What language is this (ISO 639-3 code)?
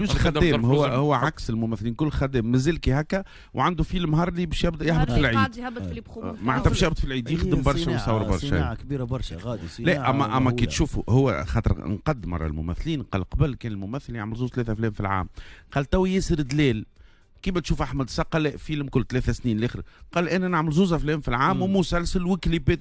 aeb